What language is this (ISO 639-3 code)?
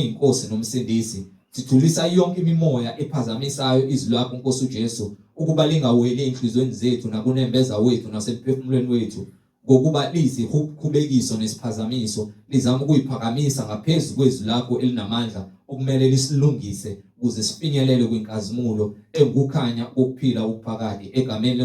zul